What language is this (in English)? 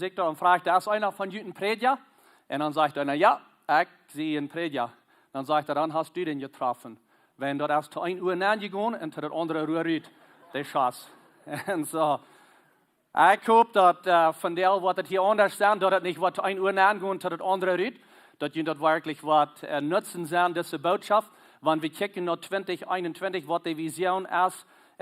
Plautdietsch